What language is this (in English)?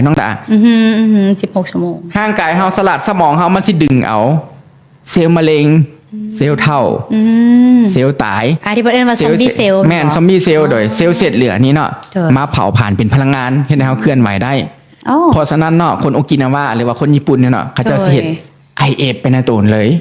Lao